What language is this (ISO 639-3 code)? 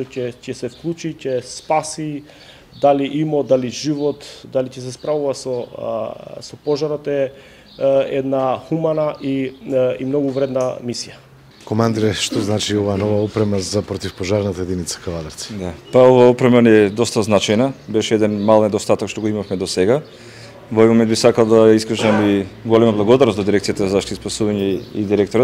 mkd